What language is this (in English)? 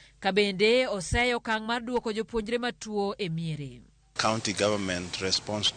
Luo (Kenya and Tanzania)